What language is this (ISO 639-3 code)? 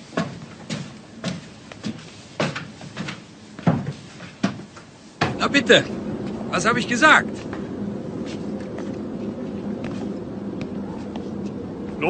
deu